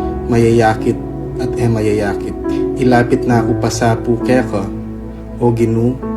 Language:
Pampanga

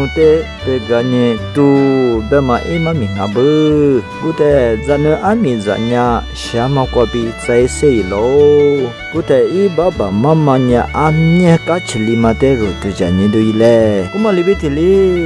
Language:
Lisu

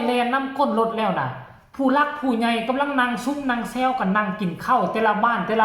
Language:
Northeastern Thai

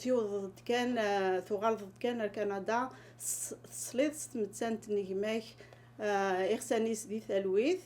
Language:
Kabyle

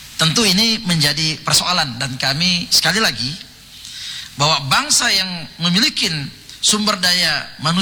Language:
Indonesian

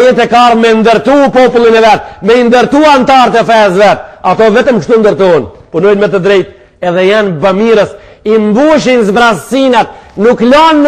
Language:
Albanian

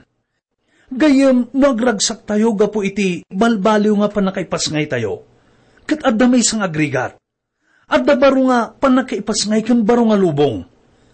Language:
Iloko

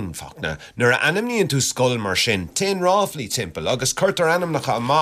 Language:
Irish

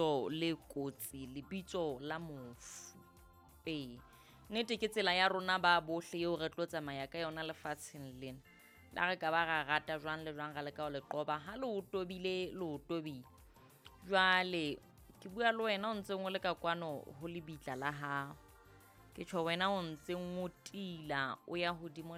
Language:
Southern Sotho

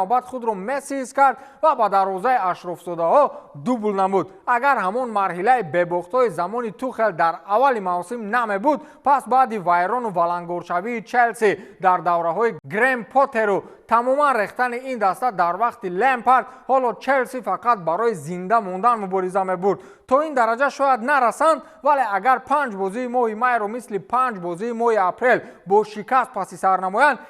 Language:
Tajik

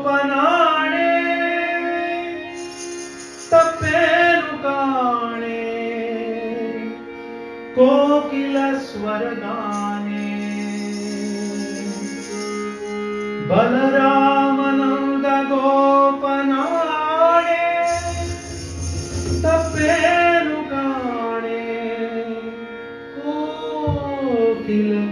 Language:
Kannada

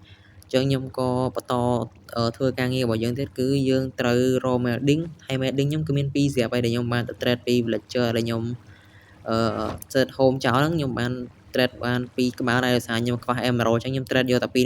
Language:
Khmer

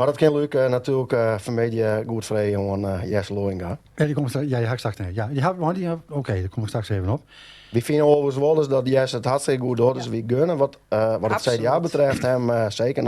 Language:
Western Frisian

